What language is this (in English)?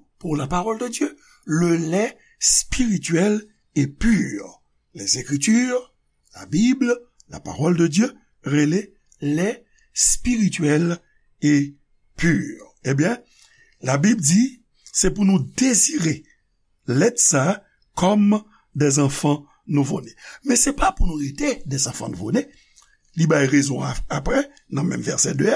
Haitian Creole